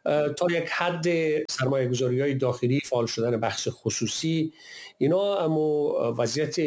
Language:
Persian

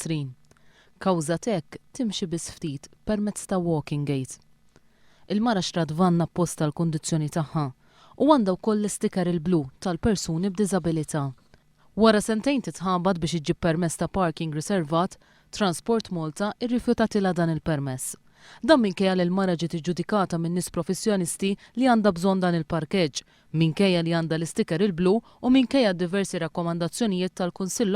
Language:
Maltese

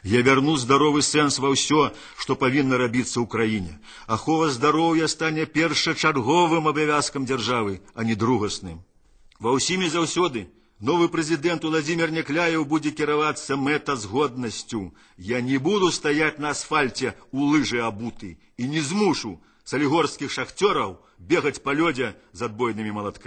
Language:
Belarusian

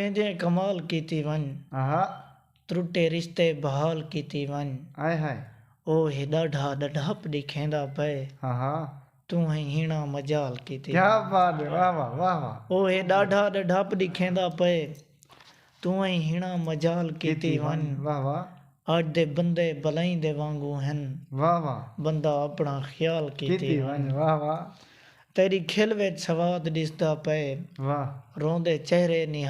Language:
Saraiki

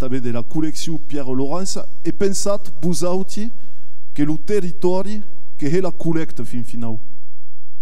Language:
Occitan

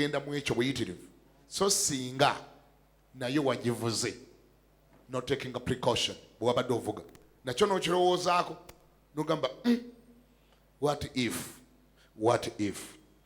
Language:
Ganda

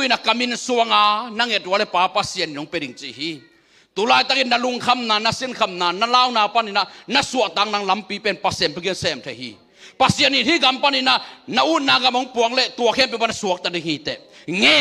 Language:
Tedim Chin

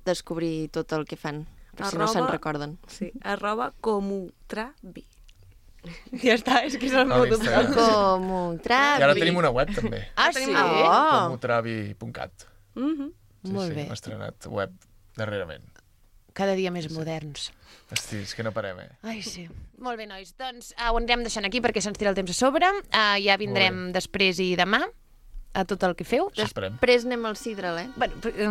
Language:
Catalan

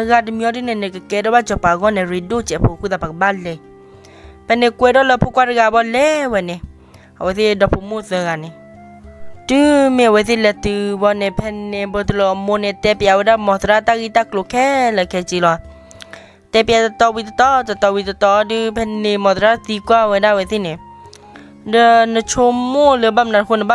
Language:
S'gaw Karen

